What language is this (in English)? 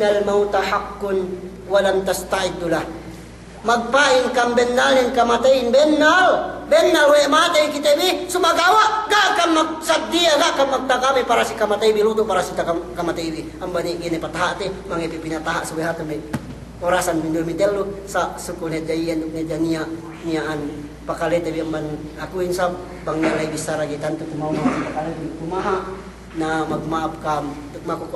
Yakan